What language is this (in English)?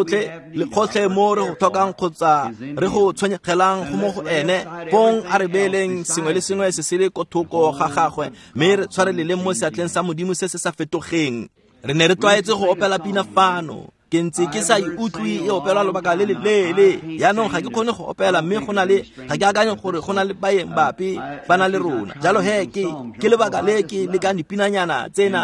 Tswana